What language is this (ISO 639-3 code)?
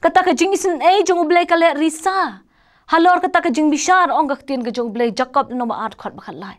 kha